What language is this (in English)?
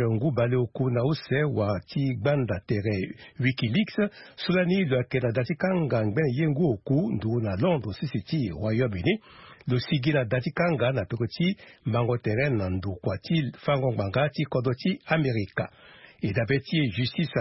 Sango